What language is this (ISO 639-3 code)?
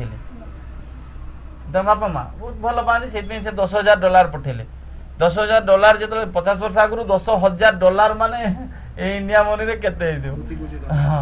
ori